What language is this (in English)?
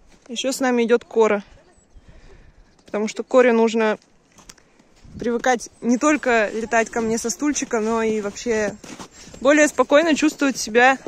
Russian